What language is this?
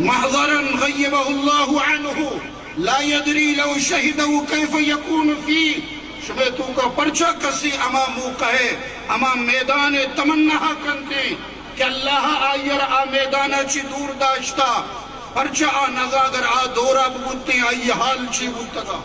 Eastern Balochi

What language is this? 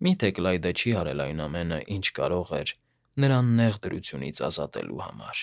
Armenian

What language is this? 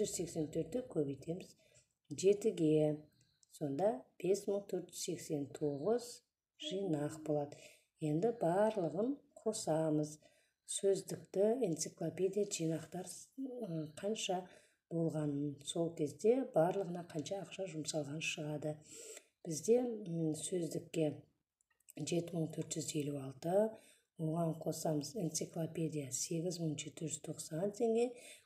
Kazakh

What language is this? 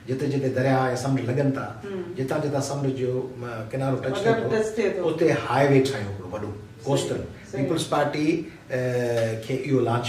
Sindhi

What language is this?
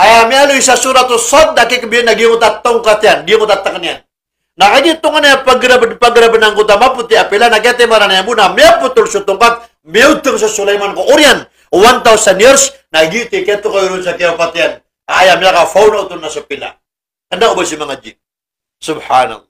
Maranao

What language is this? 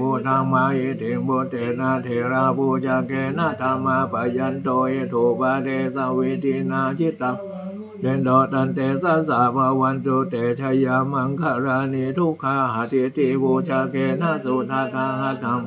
Pali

